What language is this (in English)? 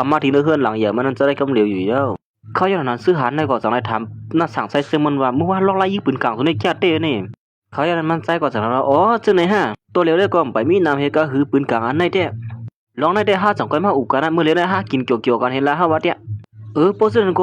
Shan